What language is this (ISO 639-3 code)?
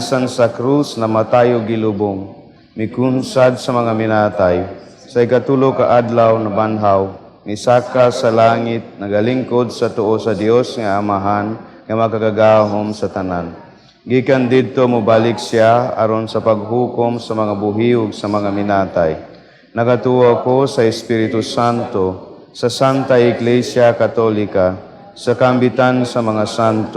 ceb